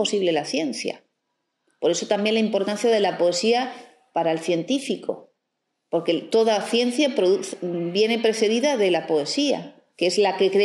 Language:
Spanish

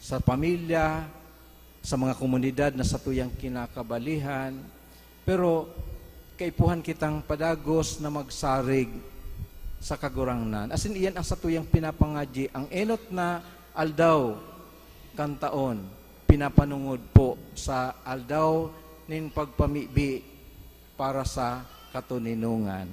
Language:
Bikol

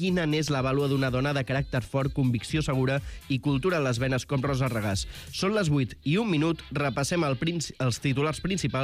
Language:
Catalan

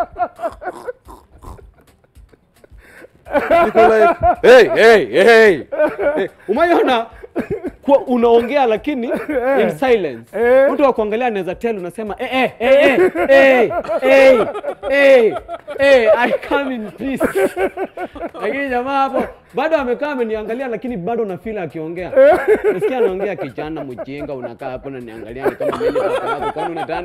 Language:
Swahili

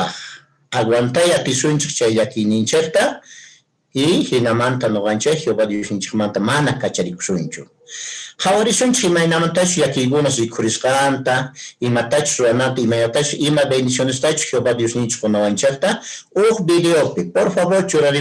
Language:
Quechua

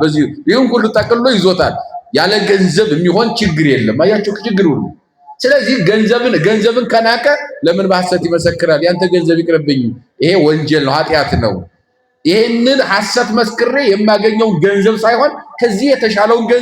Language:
Amharic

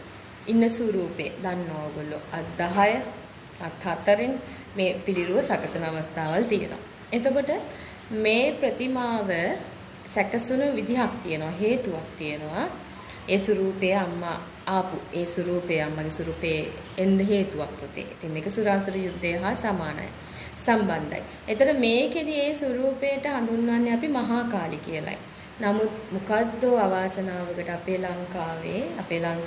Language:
Sinhala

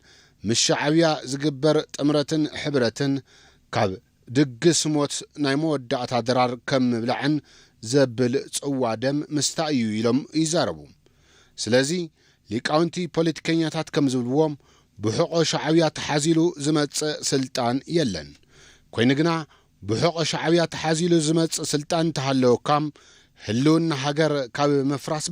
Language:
Tigrinya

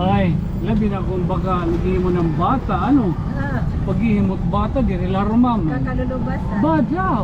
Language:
Waray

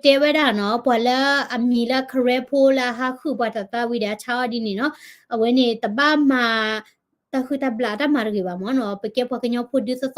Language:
S'gaw Karen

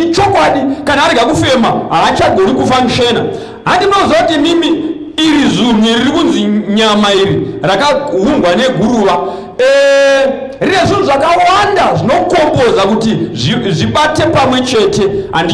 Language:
Shona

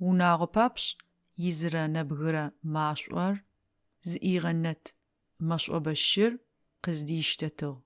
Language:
Adyghe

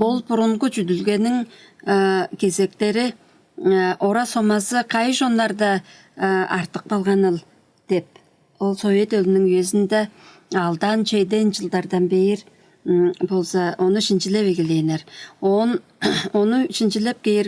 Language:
Tuvinian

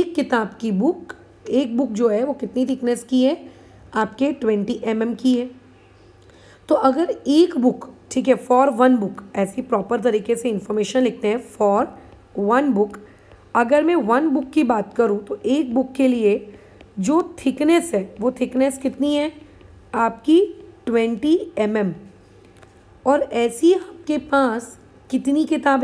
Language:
Hindi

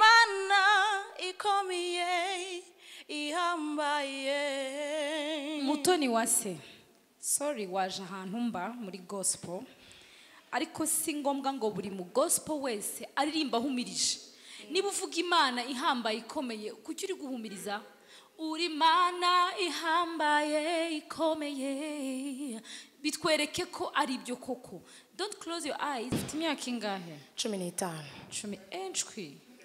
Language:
Kinyarwanda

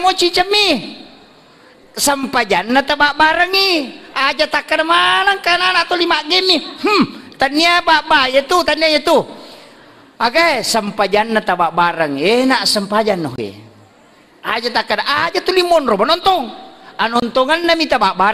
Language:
Buginese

